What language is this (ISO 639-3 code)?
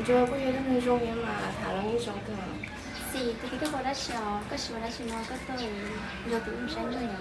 hmn